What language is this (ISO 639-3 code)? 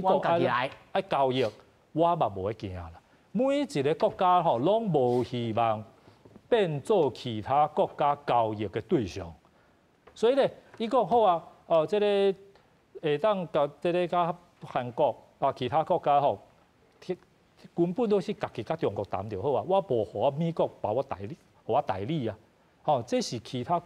nan